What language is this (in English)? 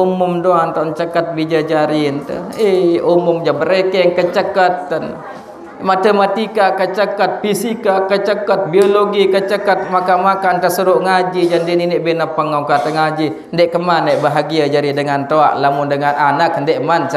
Sasak